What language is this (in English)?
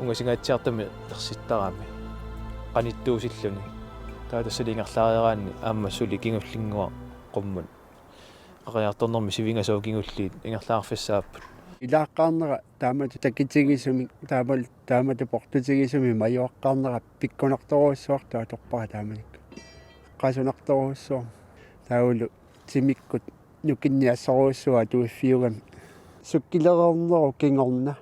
Kalaallisut